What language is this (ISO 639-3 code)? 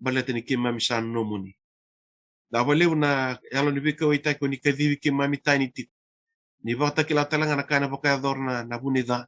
fij